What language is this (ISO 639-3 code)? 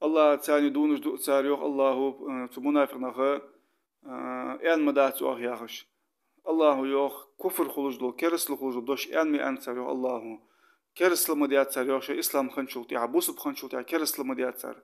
inh